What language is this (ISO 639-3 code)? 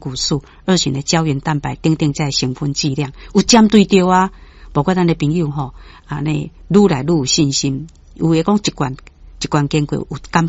nan